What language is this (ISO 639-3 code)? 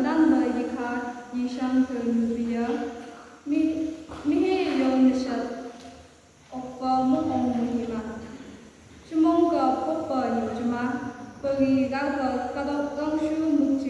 nph